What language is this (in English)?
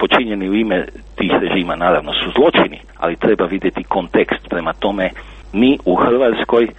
Croatian